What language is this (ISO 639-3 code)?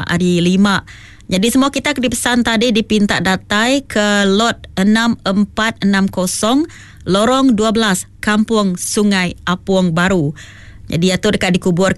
iba